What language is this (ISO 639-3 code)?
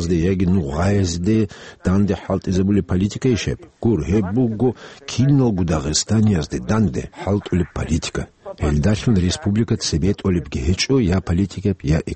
ava